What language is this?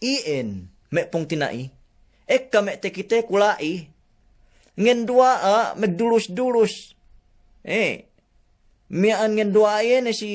Yakan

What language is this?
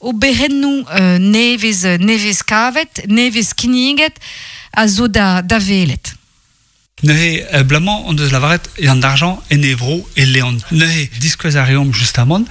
Breton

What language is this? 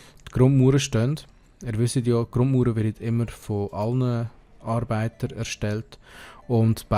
Swiss German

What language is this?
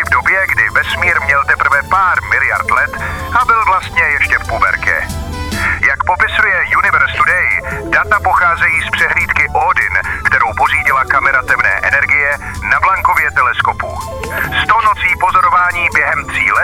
Czech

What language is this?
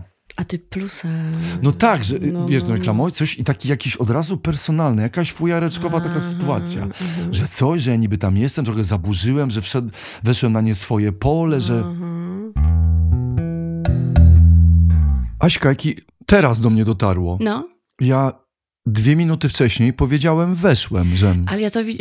Polish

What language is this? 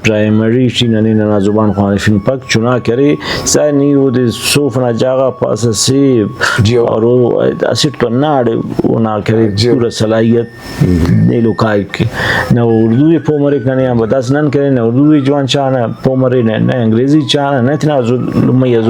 Brahui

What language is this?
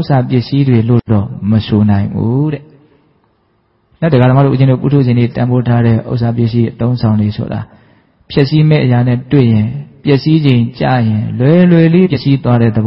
Burmese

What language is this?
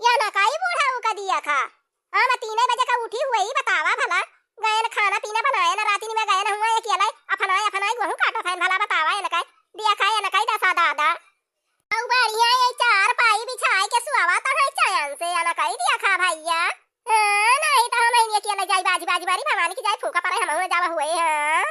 Awadhi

